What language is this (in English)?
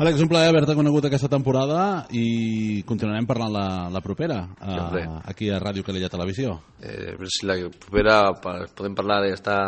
Catalan